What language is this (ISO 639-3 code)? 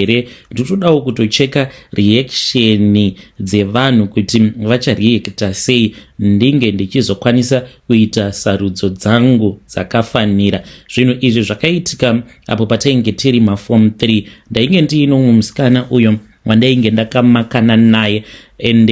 sna